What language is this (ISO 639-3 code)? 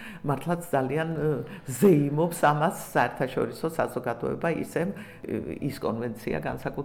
kat